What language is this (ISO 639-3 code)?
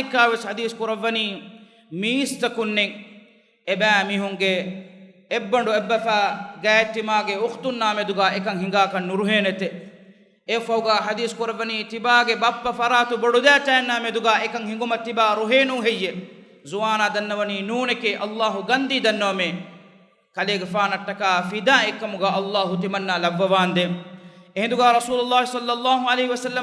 div